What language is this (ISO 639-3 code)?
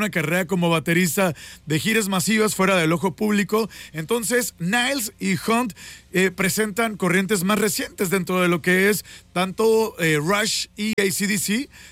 spa